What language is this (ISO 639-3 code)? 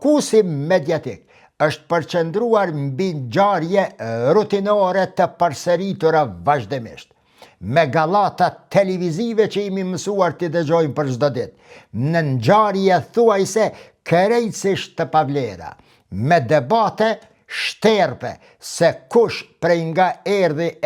sqi